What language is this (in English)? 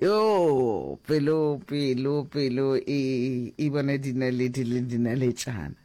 Northern Sotho